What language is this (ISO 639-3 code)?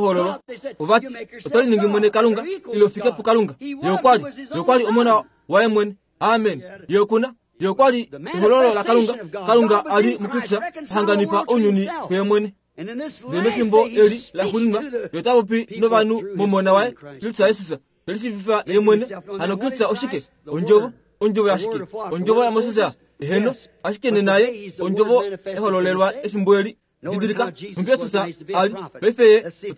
kua